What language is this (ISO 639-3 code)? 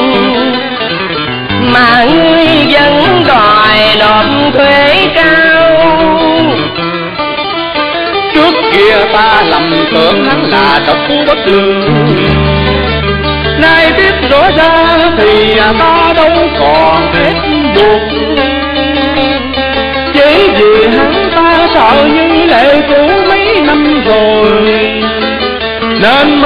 vie